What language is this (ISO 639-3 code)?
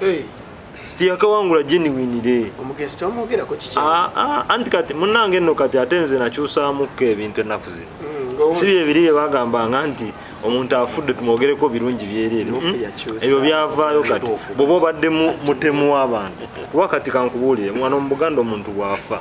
lug